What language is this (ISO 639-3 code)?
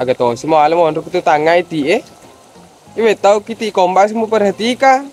bug